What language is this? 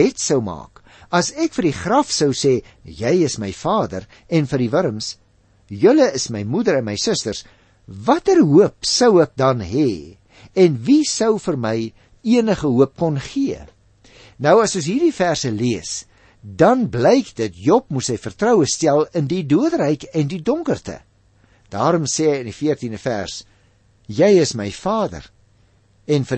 Afrikaans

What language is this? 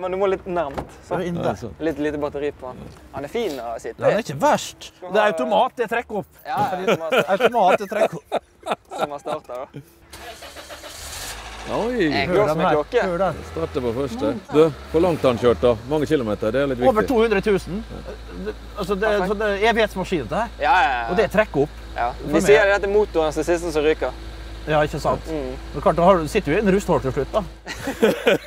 Norwegian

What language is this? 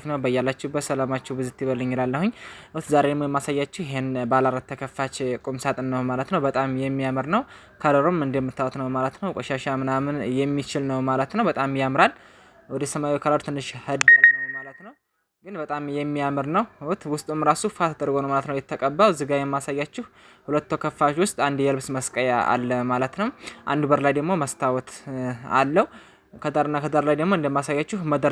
Amharic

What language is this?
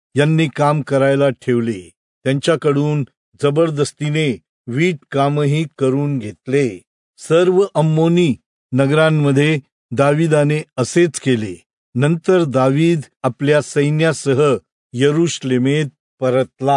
Marathi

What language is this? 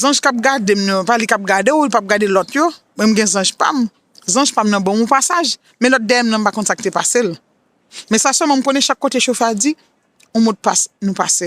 Haitian Creole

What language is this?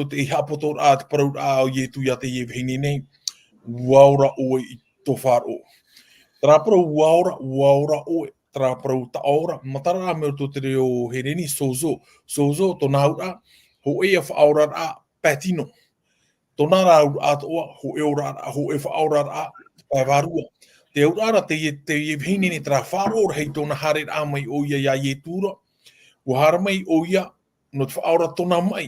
Tahitian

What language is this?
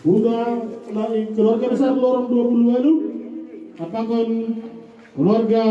Batak Simalungun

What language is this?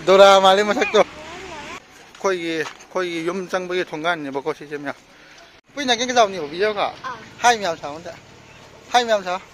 Manipuri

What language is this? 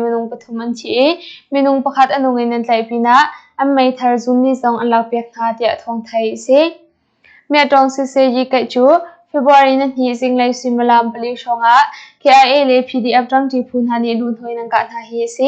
Hakha Chin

